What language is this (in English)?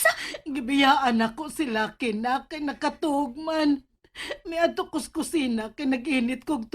Cebuano